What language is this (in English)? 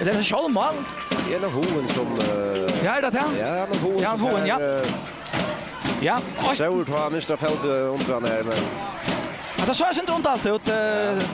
Faroese